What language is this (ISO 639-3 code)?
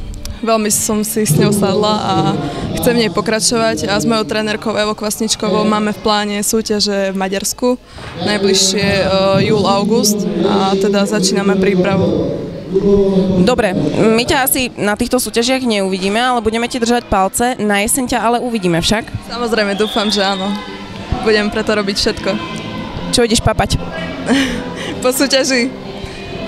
slk